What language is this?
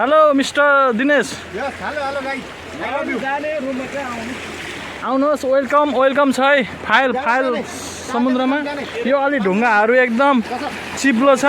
Nepali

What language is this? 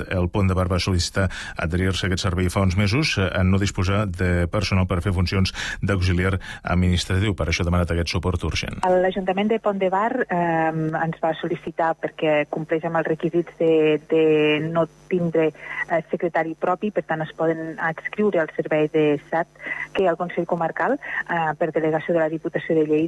Catalan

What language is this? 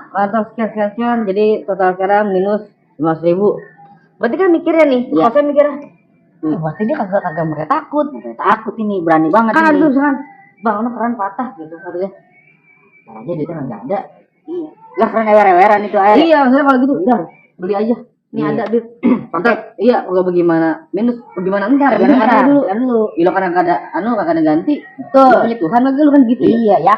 Betawi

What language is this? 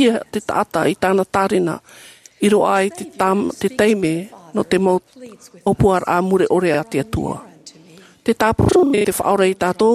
Tahitian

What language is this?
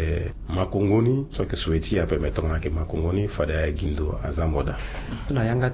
Sango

